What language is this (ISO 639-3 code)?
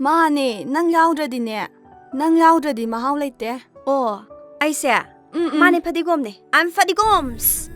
mni